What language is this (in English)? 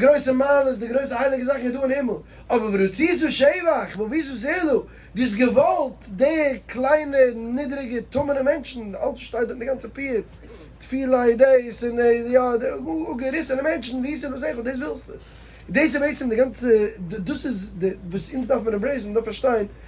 Yiddish